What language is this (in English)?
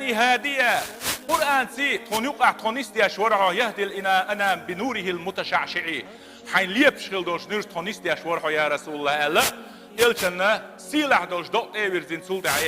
Chechen